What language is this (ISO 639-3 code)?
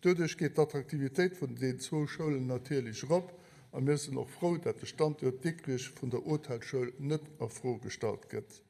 ltz